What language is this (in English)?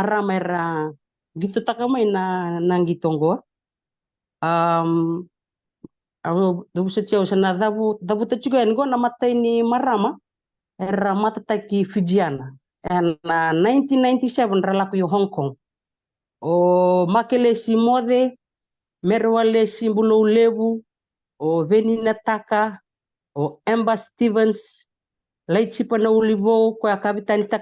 Fijian